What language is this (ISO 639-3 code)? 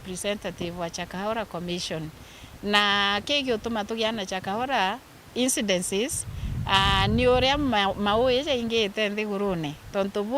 mer